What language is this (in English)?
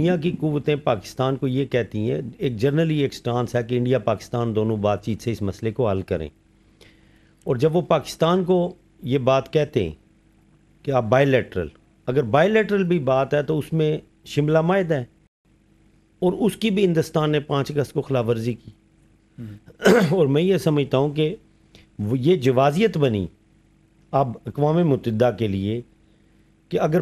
Urdu